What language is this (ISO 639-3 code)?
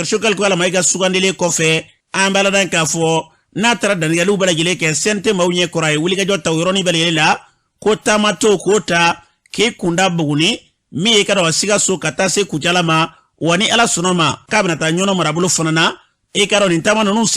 bam